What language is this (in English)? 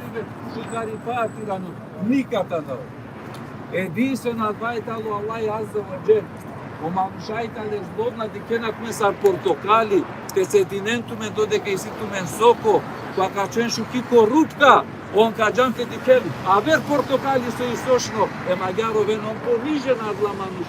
Balkan Romani